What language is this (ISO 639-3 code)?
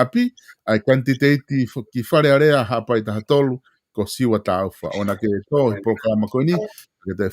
ton